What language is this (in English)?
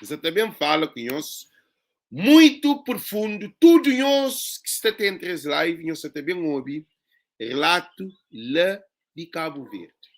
Kabuverdianu